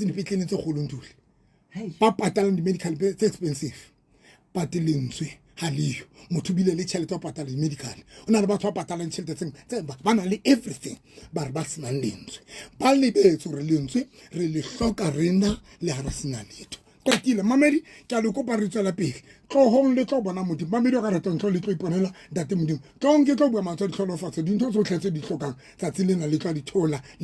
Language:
Southern Sotho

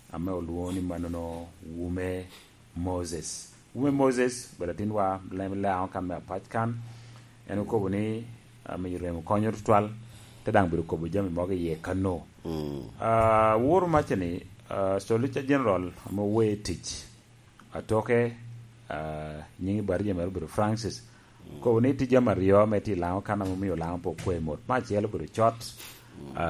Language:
Lango (Uganda)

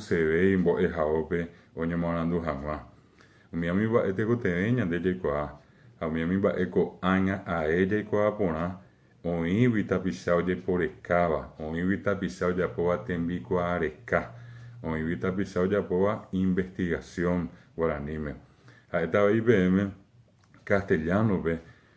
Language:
Guarani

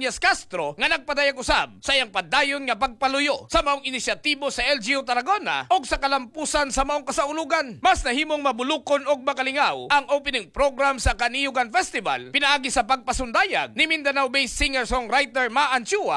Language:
Cebuano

